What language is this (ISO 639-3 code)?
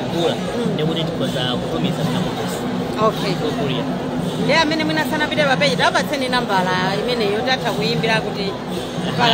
nya